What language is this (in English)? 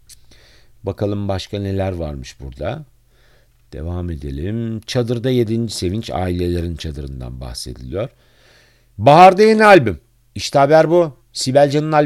Turkish